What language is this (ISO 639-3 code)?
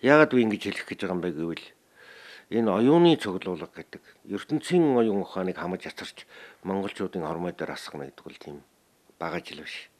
mon